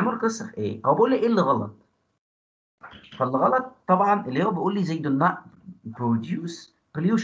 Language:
Egyptian Arabic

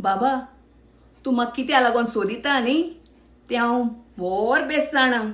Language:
Konkani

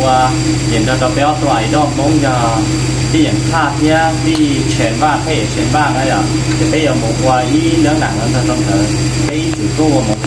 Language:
Vietnamese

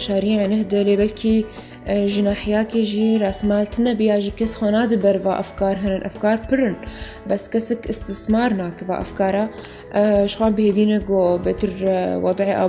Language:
Kurdish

